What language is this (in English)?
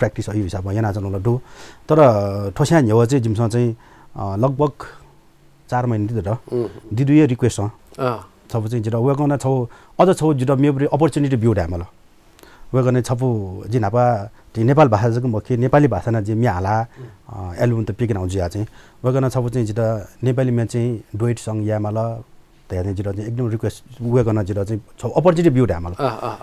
Newari